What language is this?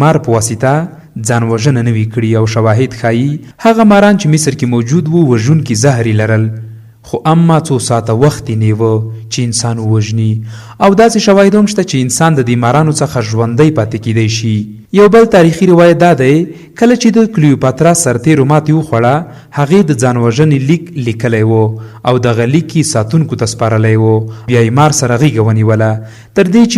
Pashto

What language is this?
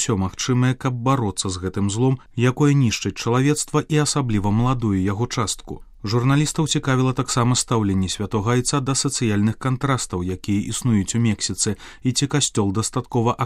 Belarusian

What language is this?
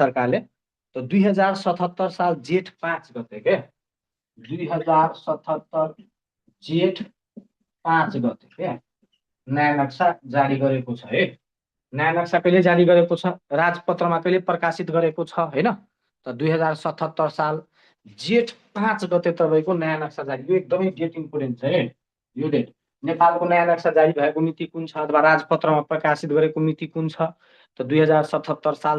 Nepali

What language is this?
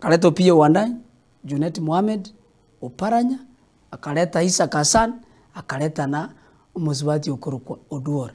Gusii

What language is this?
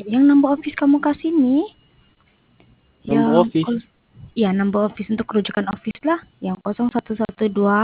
Malay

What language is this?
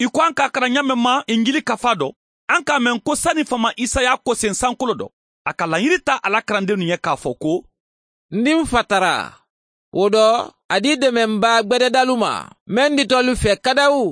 Mandingo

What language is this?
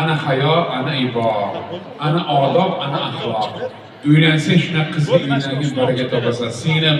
Uzbek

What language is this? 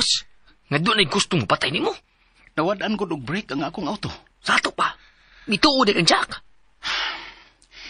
Cebuano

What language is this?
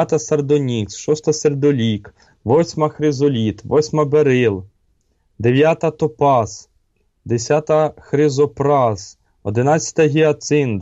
Ukrainian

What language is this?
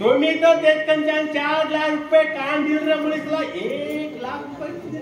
Konkani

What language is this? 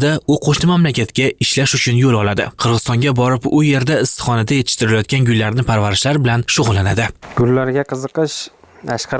Uzbek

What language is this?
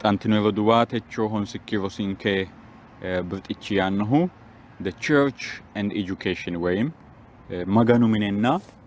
Sidamo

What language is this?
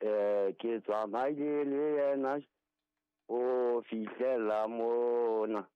Southern Sotho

